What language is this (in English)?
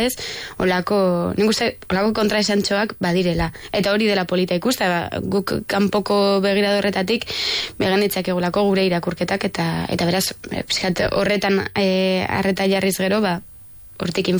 Basque